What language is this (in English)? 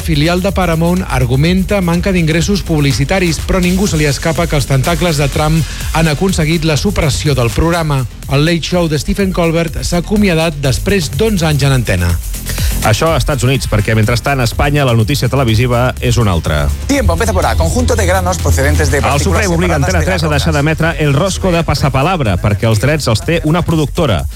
Catalan